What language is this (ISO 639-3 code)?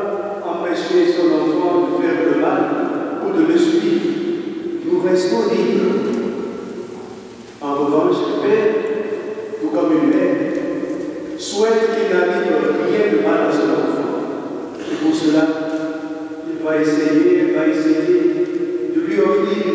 fra